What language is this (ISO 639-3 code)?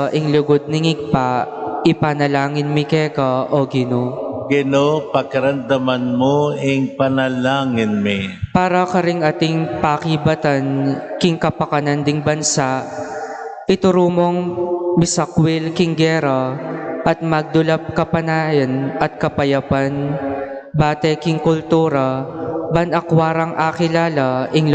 pam